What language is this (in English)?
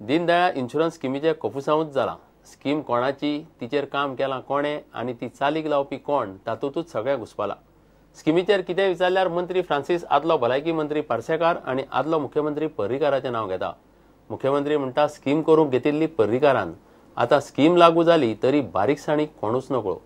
Konkani